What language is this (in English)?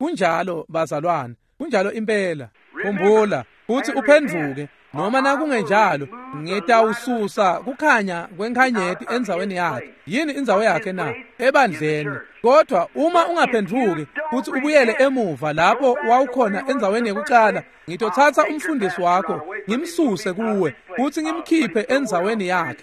Swati